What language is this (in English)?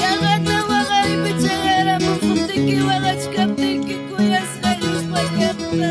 Ayacucho Quechua